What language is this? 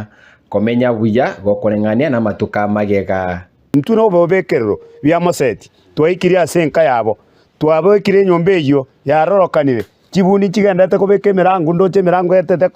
Gusii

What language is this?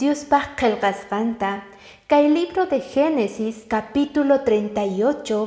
Quechua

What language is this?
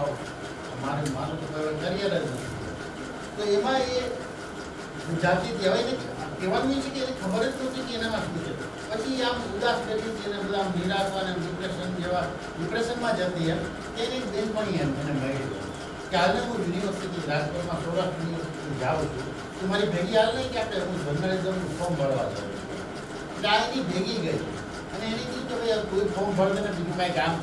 Gujarati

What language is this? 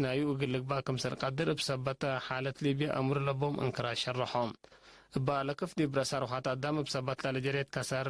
Tigre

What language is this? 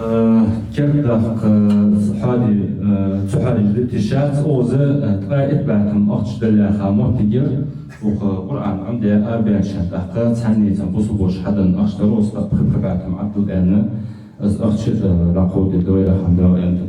Ingush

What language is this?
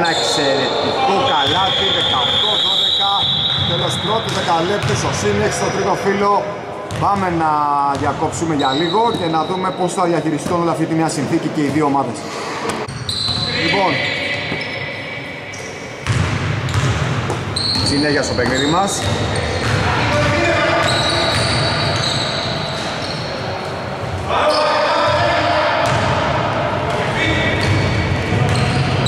Greek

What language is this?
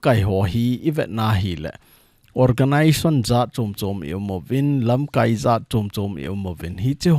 Thado Chin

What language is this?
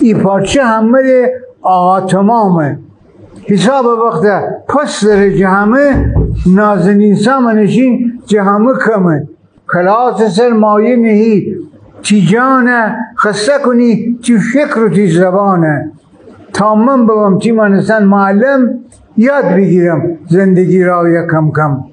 Gilaki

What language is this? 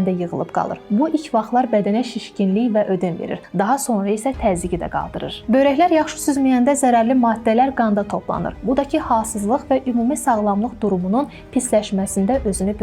Azerbaijani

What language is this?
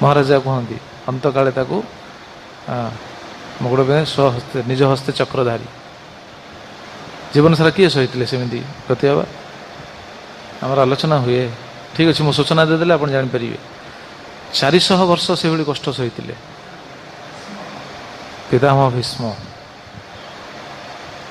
Odia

